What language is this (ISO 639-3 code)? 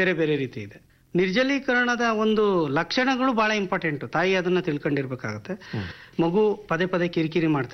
kan